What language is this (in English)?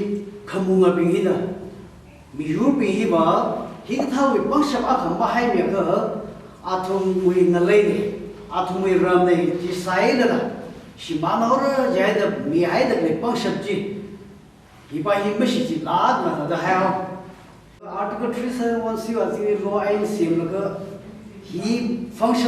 Tangkhul Naga (India)